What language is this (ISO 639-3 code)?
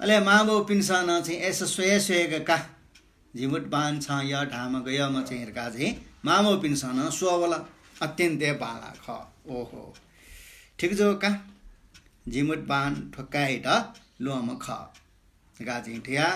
new